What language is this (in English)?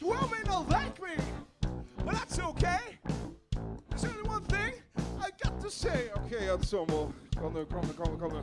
Faroese